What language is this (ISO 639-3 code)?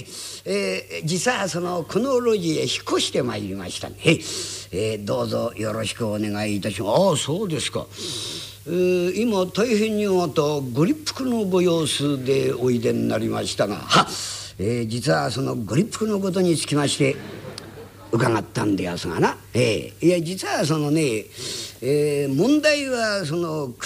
jpn